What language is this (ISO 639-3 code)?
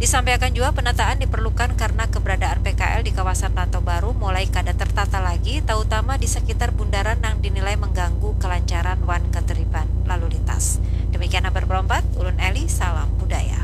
bjn